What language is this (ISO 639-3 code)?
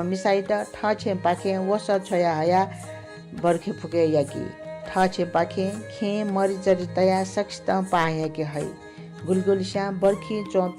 new